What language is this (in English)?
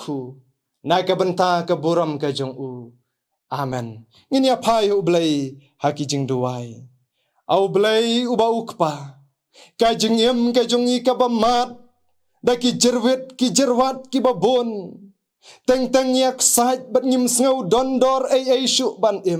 Khasi